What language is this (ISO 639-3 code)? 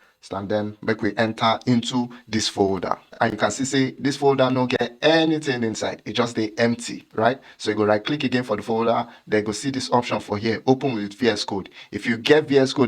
pcm